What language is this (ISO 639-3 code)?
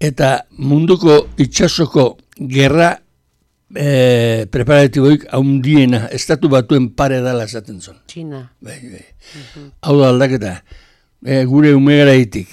eus